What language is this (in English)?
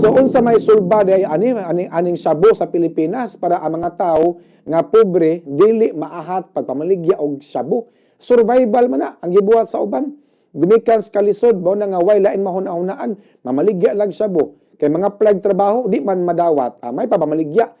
Cebuano